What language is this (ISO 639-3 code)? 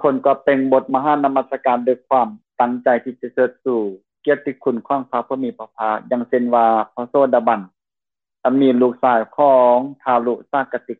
lao